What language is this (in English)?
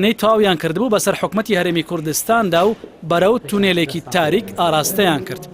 Central Kurdish